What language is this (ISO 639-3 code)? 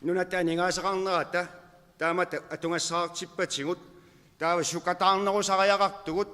kal